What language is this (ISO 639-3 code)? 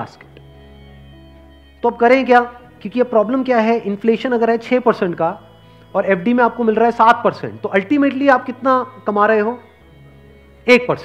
hin